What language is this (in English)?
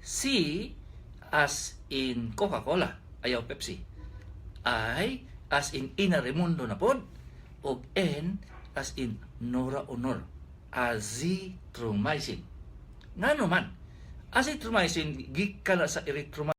Cebuano